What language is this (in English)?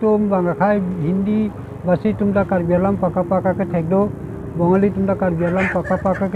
Karbi